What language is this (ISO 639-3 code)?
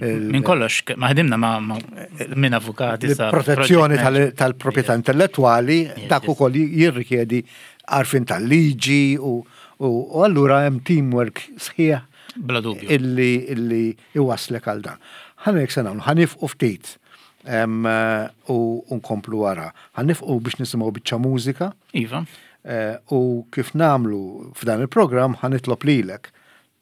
mlt